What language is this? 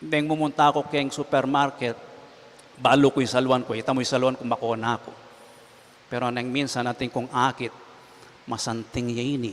Pampanga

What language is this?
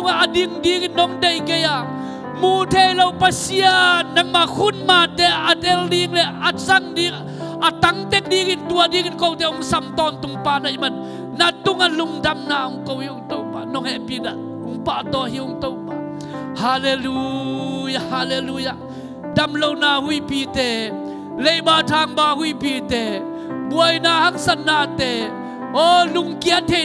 Tedim Chin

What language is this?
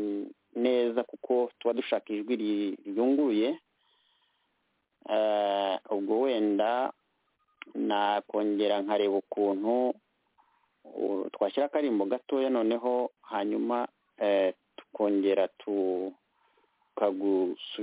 Kinyarwanda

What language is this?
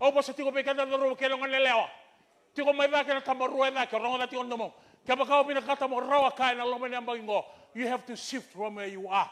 Fijian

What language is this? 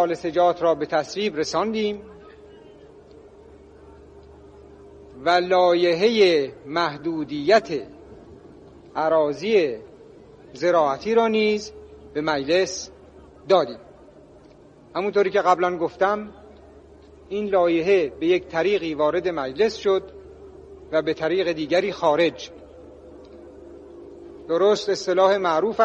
Persian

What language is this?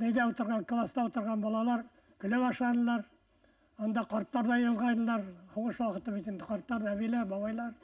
Bashkir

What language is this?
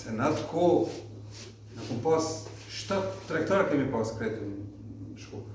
Albanian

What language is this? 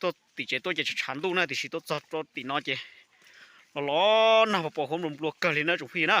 Hmong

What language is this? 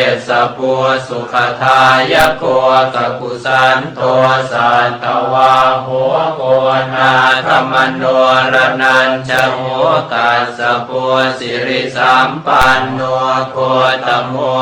Pali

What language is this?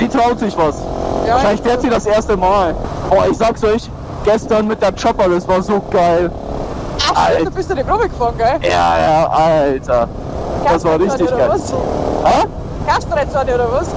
Bavarian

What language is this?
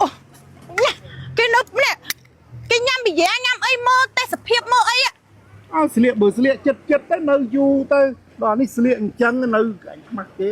Khmer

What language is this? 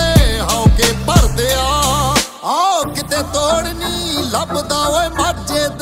Punjabi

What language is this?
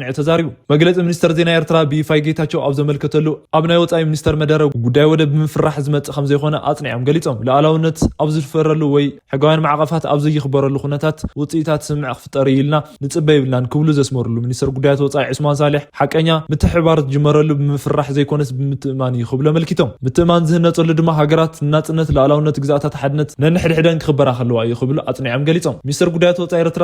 Tigrinya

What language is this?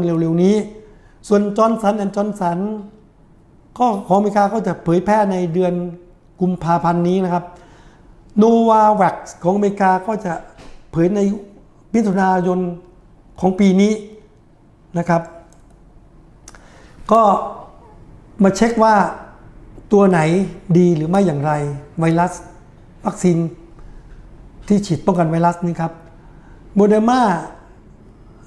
Thai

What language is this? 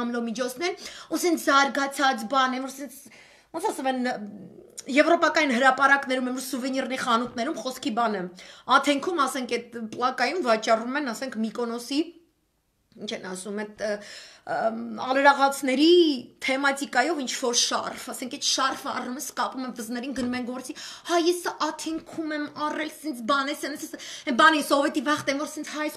Armenian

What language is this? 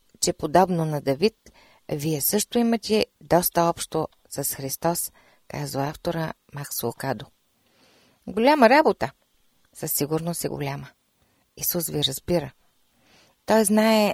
Bulgarian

